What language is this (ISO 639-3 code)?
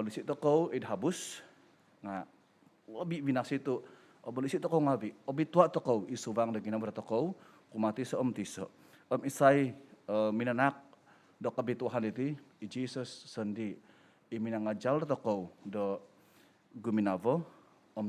dtp